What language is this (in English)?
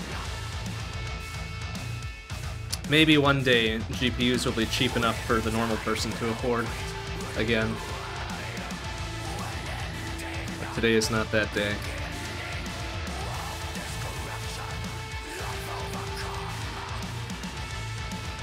English